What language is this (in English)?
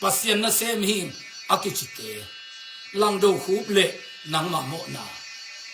Tedim Chin